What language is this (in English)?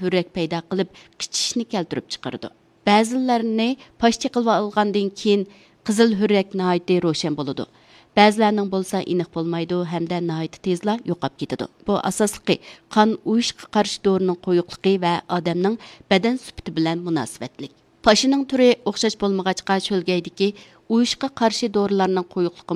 Uyghur